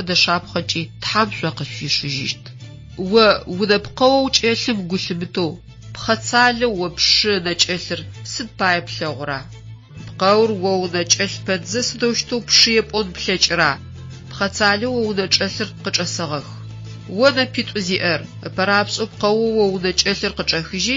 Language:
Adyghe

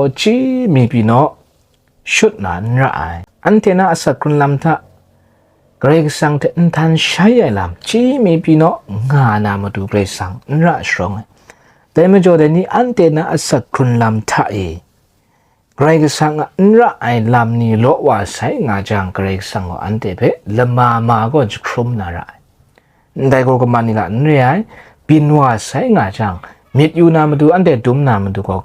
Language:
Kachin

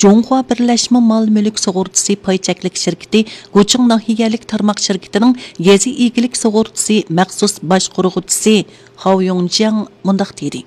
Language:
Uyghur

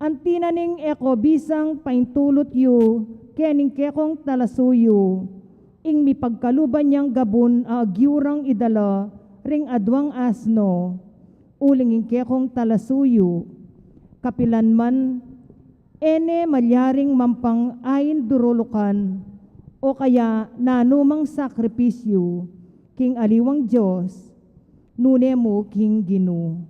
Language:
Pampanga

